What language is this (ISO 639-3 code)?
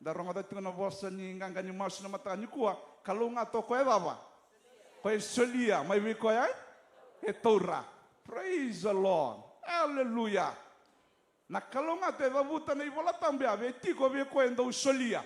fij